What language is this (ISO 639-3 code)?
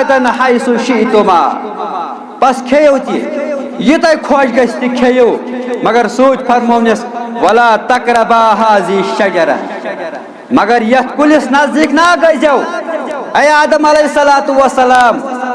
kas